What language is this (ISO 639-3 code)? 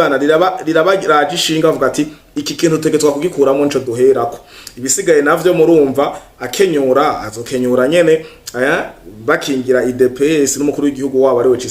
run